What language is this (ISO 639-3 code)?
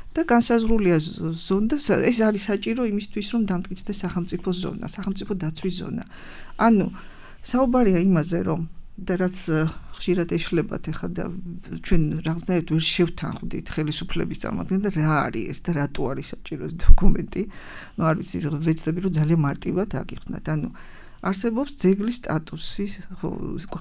kat